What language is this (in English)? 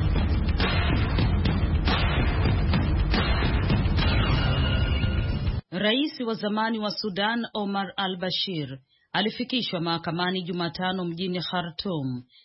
Swahili